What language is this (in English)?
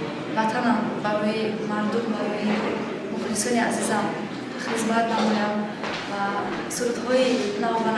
Tajik